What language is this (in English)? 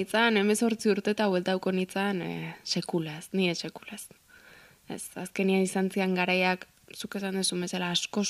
Basque